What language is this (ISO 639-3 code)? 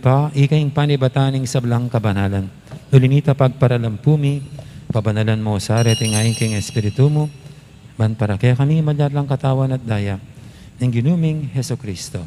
pam